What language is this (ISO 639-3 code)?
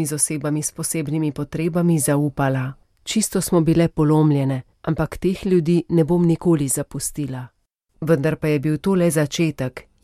slv